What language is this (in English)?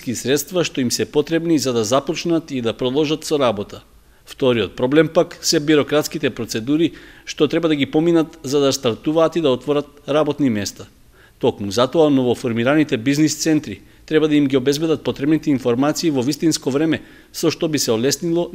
Macedonian